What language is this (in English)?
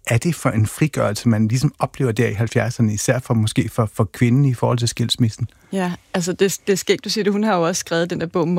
Danish